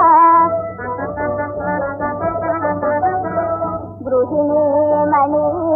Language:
Telugu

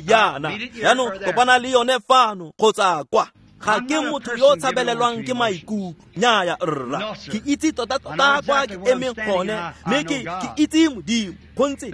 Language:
Tswana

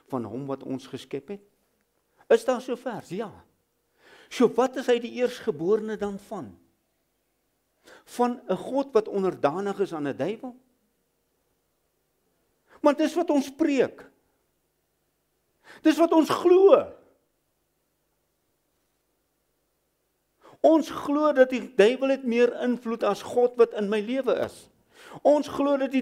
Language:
Afrikaans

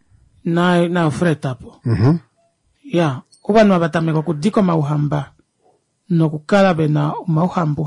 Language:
Kuanyama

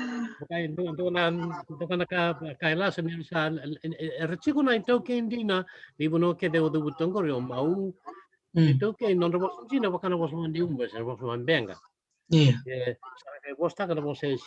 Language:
Fijian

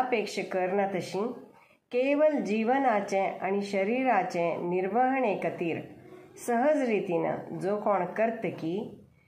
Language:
Konkani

